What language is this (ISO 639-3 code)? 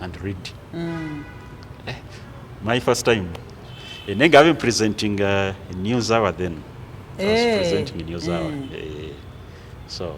myx